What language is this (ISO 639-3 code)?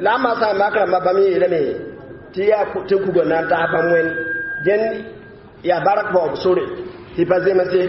mos